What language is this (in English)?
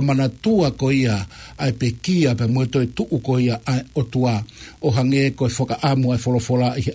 Tongan